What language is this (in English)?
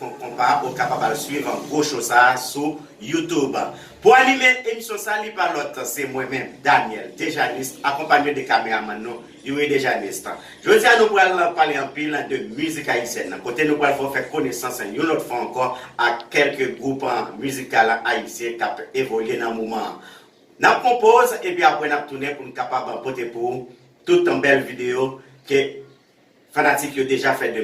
Haitian Creole